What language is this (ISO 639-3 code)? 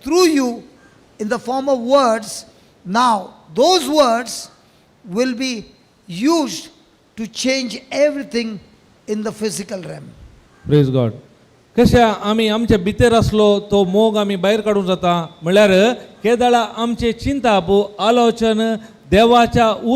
kok